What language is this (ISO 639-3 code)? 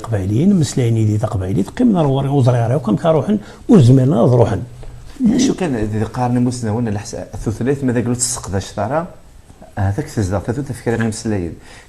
kab